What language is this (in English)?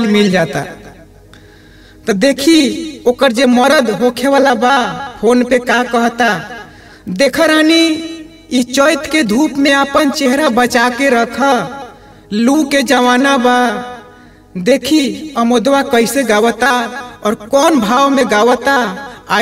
Bhojpuri